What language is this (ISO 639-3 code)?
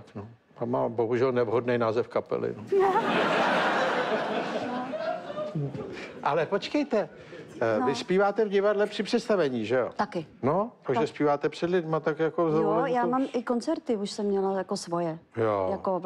ces